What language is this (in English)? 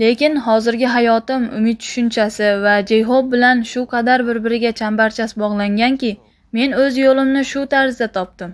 Uzbek